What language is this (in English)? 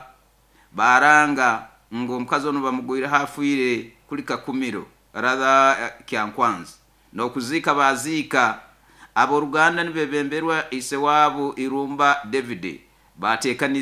Nyoro